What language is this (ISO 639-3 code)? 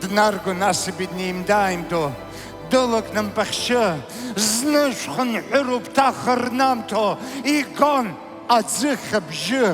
abk